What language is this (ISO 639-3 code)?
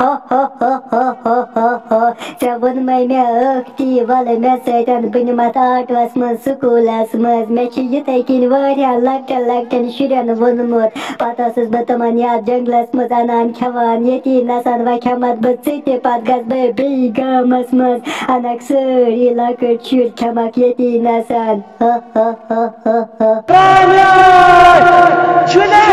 kas